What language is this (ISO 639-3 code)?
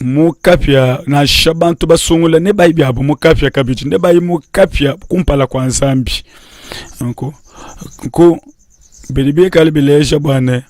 lua